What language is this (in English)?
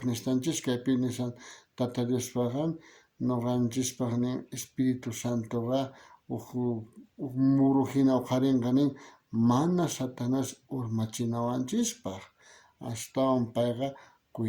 South Bolivian Quechua